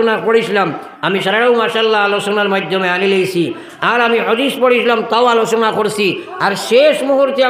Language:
Sylheti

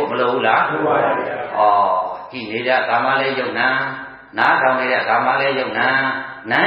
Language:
Burmese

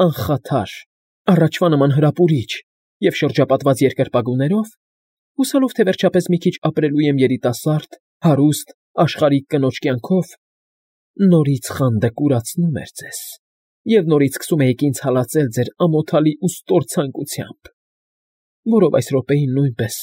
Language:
Armenian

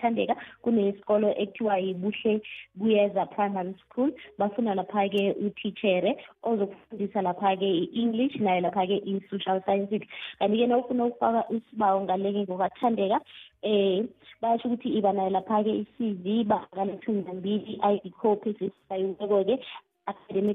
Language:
South Ndebele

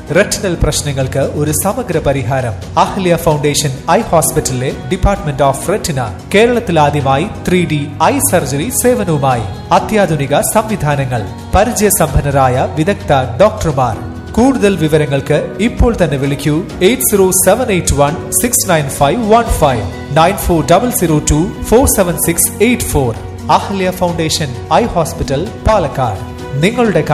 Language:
Malayalam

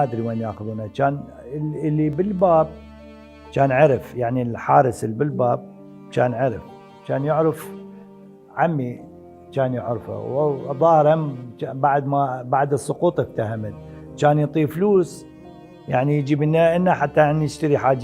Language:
Mesopotamian Arabic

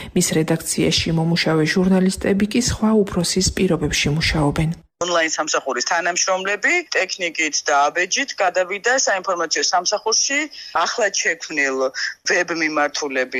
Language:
Georgian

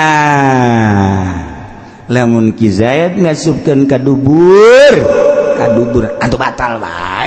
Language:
Sundanese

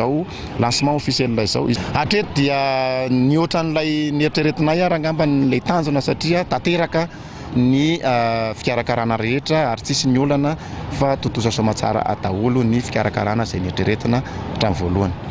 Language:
Malagasy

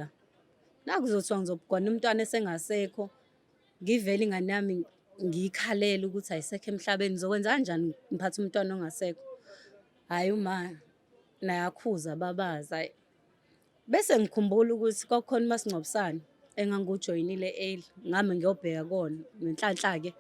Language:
Zulu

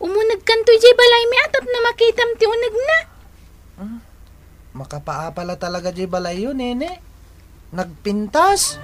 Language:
Iloko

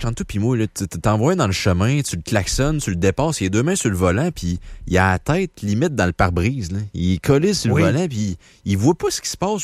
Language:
French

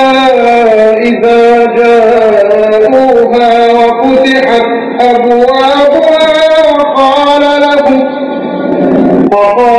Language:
Arabic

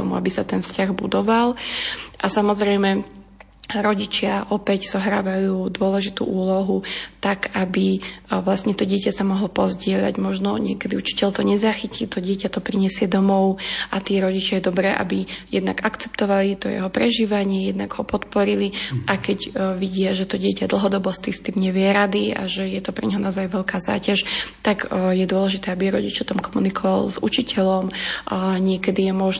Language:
Slovak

